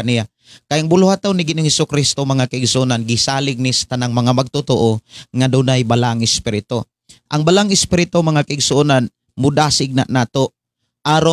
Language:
Cebuano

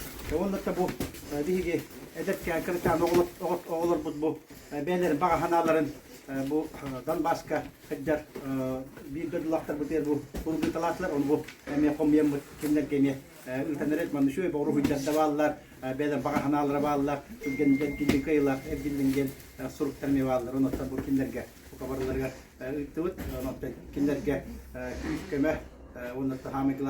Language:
Yakut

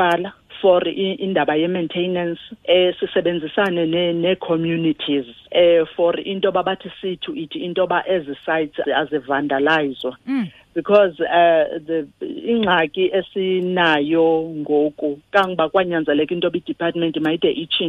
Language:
Xhosa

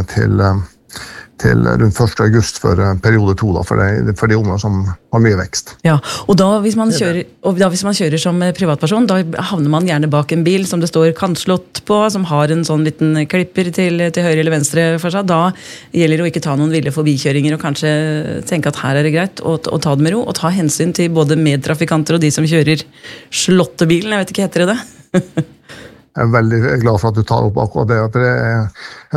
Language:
Norwegian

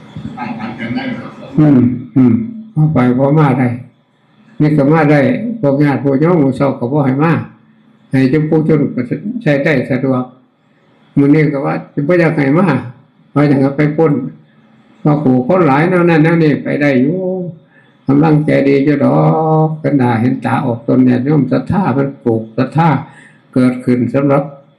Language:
Northeastern Thai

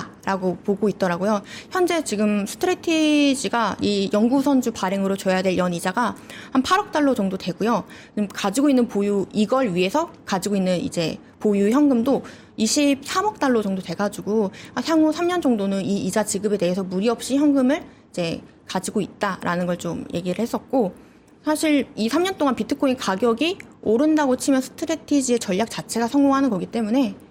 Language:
Korean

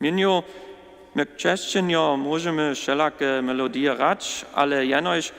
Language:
Upper Sorbian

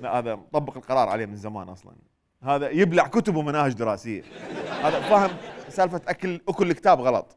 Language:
Mesopotamian Arabic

